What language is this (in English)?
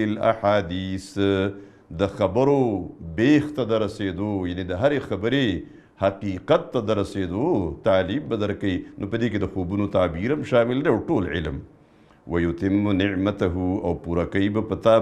Pashto